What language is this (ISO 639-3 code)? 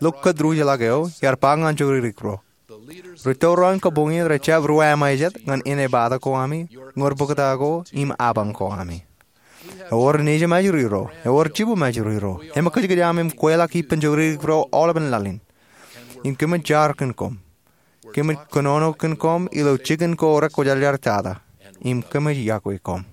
mah